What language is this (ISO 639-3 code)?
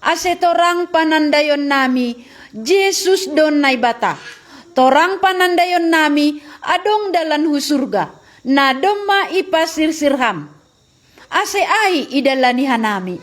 bts